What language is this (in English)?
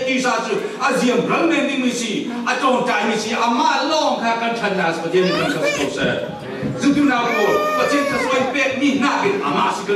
Falam Chin